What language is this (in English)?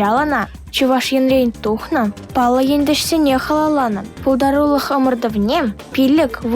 Chuvash